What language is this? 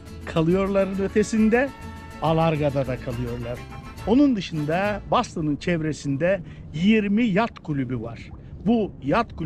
Turkish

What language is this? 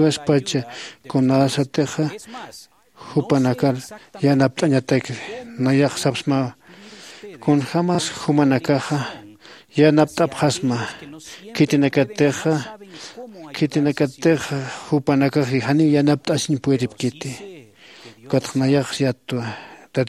Aymara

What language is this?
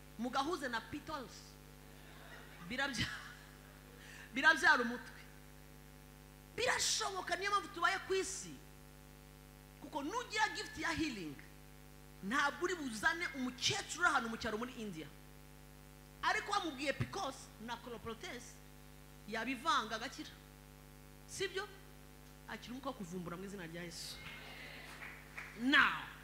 Kinyarwanda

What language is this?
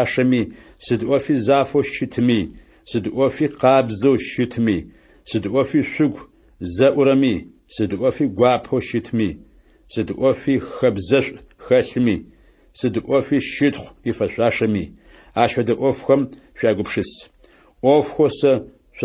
Adyghe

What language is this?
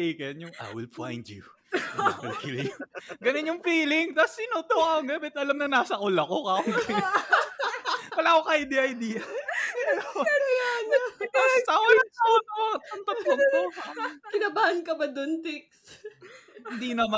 Filipino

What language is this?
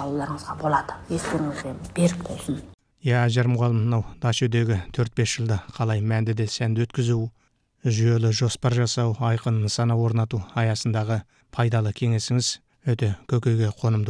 Kazakh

